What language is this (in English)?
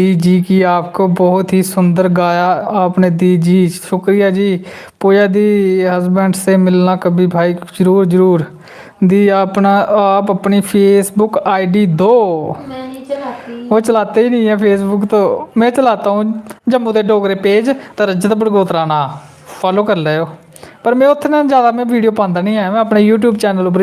Dogri